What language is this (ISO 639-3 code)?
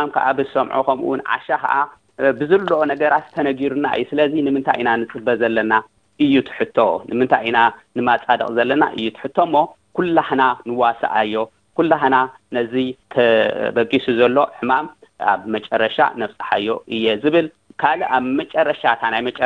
tir